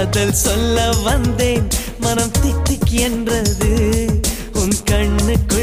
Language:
Tamil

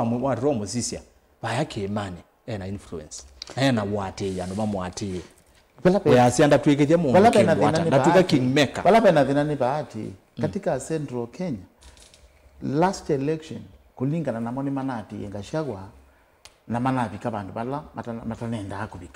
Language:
Kamba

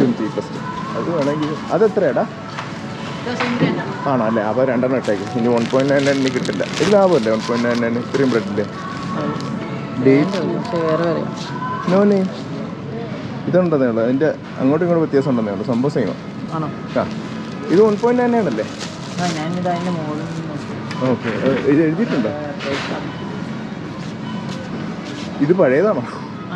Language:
Malayalam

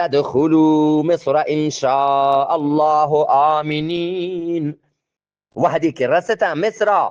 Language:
Eastern Balochi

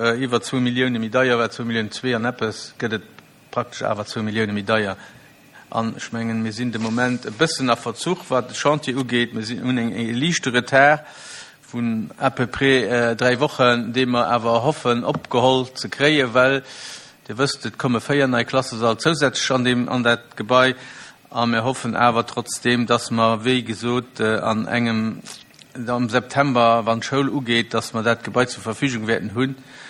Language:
Luxembourgish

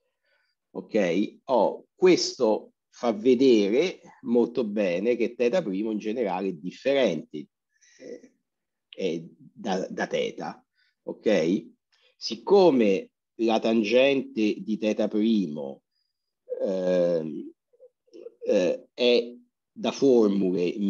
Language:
Italian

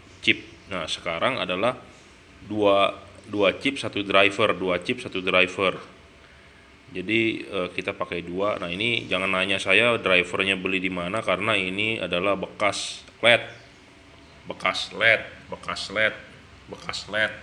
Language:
Indonesian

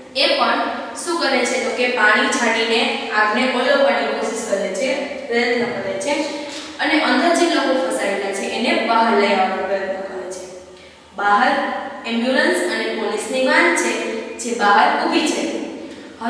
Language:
Gujarati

